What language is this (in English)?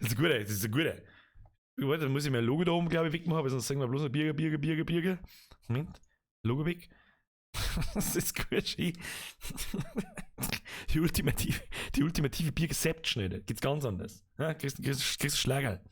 Bavarian